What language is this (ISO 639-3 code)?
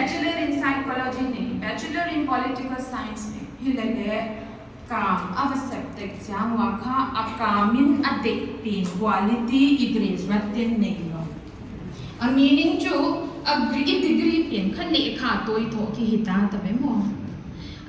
pck